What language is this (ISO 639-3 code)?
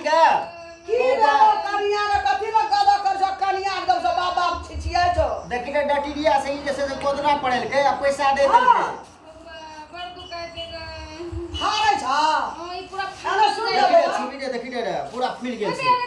mai